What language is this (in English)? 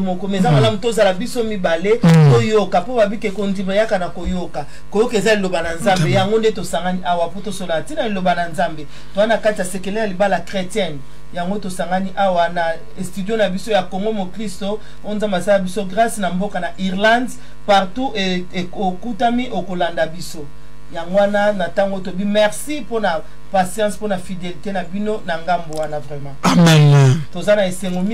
Lingala